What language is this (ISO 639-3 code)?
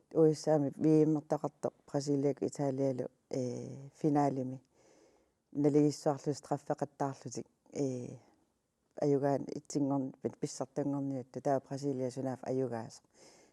kal